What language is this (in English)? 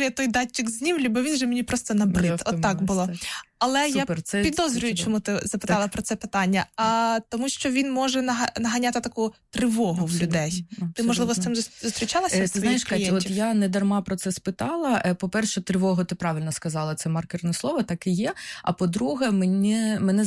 Ukrainian